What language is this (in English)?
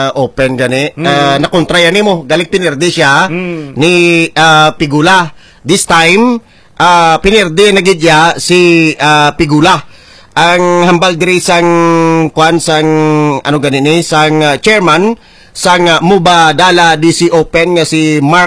Hiligaynon